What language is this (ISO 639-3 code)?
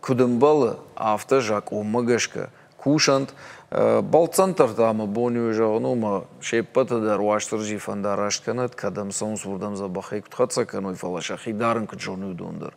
oss